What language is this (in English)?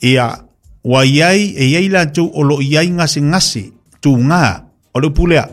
Samoan